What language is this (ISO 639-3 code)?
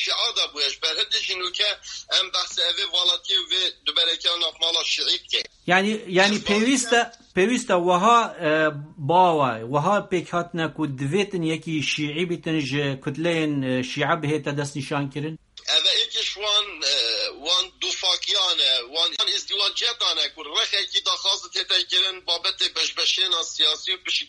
kur